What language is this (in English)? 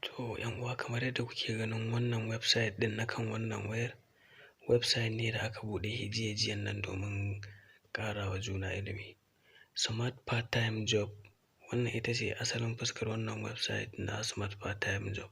Hausa